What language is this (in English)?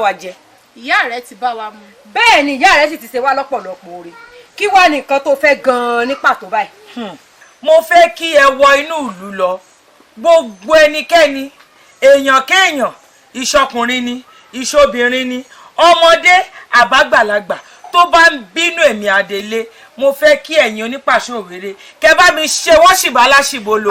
Yoruba